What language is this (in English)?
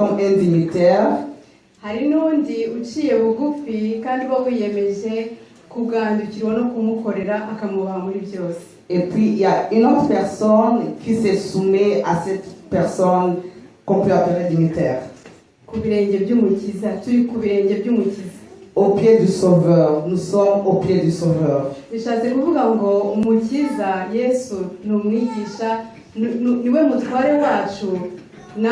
Kinyarwanda